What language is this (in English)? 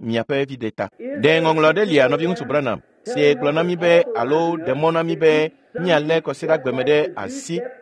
Ewe